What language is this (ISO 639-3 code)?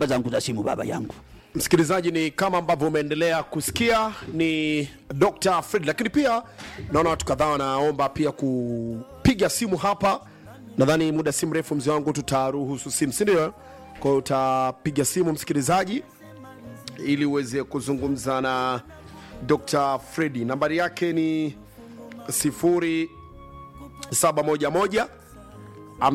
swa